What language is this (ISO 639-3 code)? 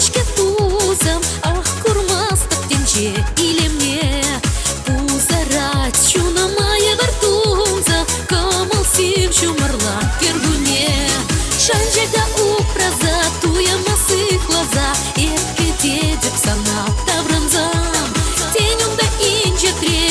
chv